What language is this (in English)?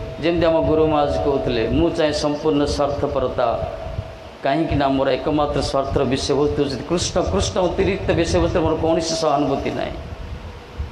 Odia